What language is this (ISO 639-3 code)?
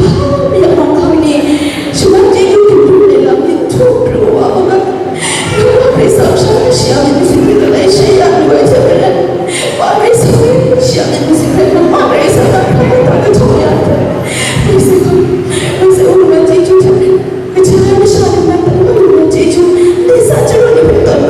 kac